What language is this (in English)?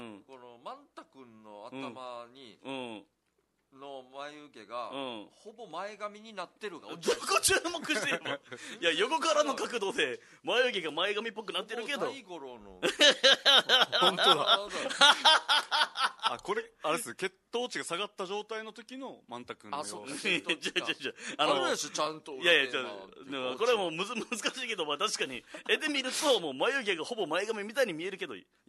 Japanese